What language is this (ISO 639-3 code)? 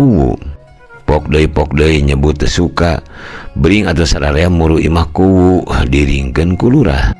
sun